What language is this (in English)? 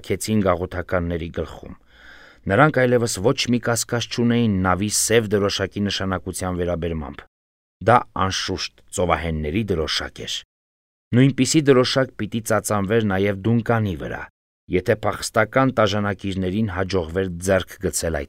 Armenian